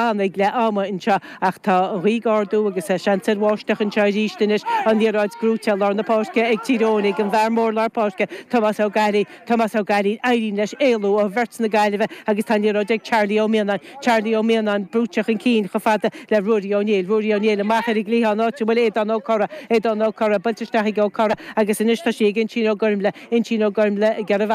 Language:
Irish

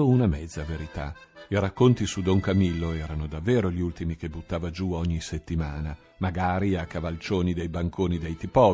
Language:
Italian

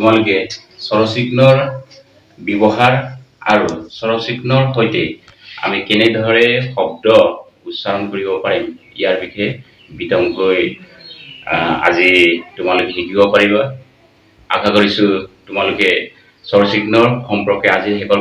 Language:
Assamese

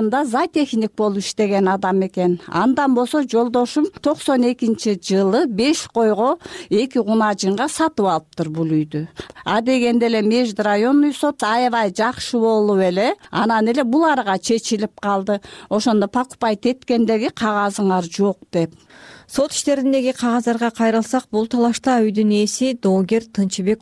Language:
Kyrgyz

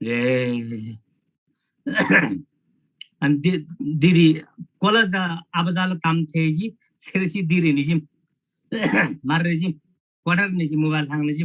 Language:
Eastern Tamang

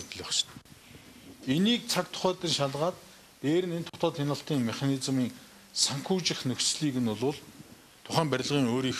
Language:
Mongolian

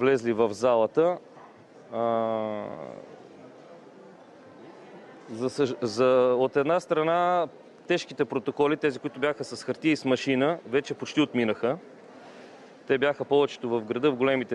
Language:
Bulgarian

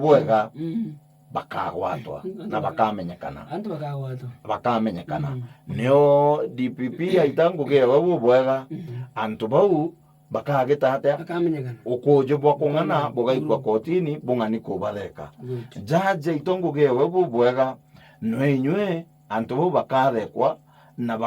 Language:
Meru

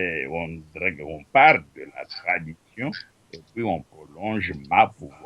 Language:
Luba-Lulua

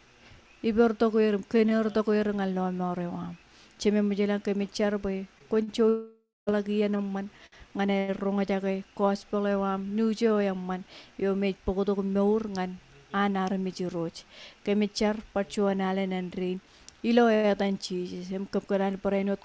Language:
Marshallese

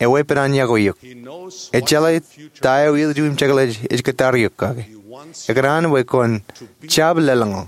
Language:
Marshallese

